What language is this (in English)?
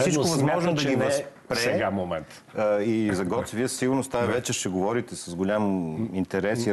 Bulgarian